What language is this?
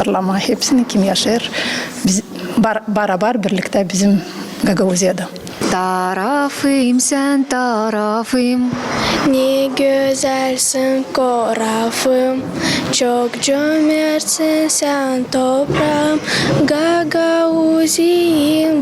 Gagauz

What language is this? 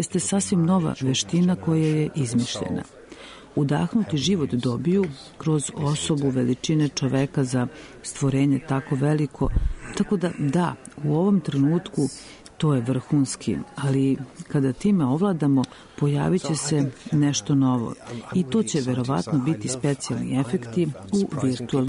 Serbian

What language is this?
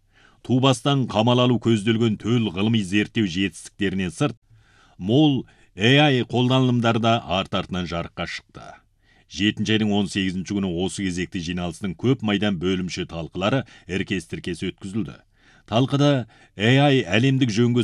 Kazakh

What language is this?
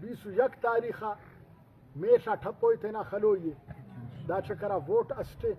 Brahui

